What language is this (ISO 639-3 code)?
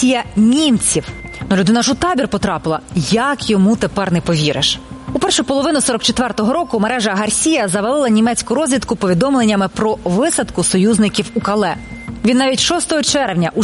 ukr